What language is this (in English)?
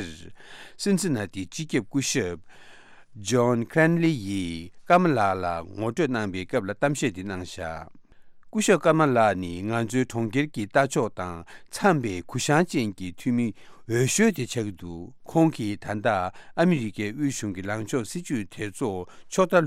Tibetan